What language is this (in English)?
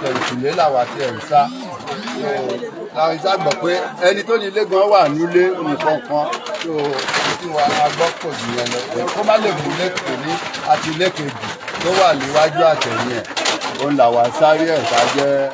Yoruba